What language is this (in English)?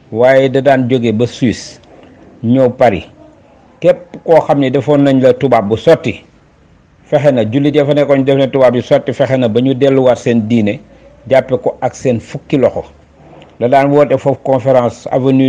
Wolof